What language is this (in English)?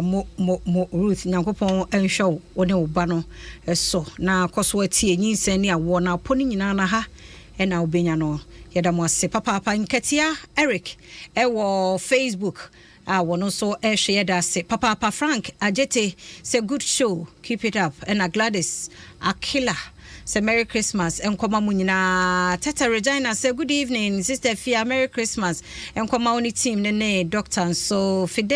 Akan